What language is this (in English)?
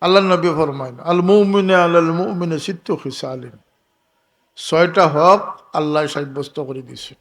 Sylheti